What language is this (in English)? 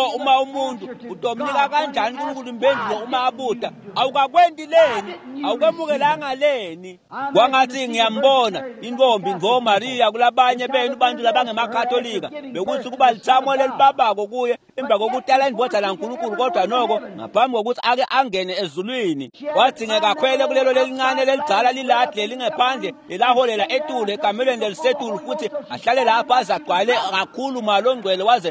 Swati